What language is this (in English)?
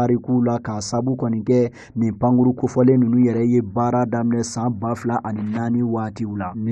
Bambara